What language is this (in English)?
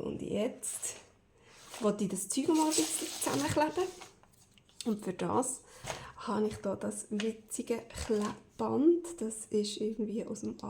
Swiss German